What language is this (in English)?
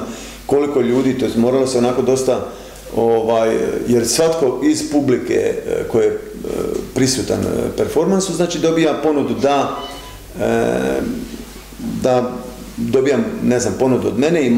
Croatian